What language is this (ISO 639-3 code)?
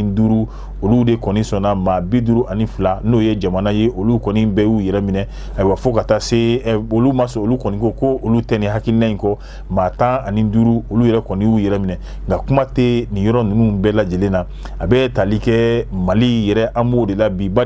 bam